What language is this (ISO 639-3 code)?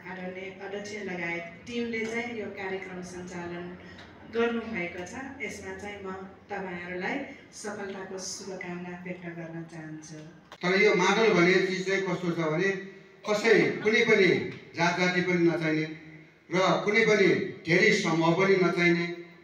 nep